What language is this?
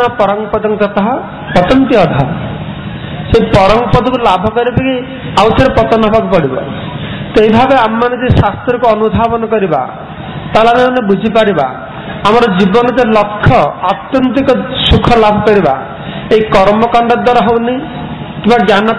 Odia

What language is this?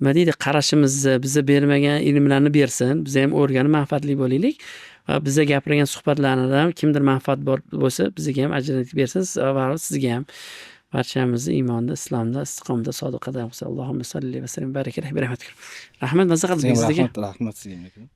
Uzbek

